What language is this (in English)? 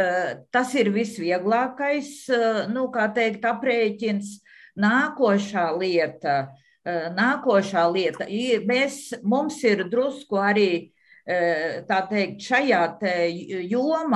Latvian